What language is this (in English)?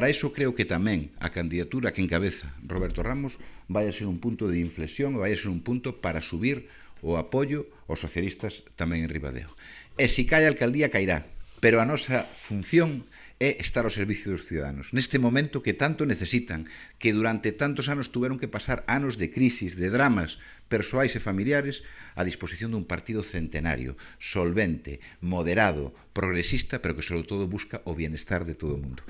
Galician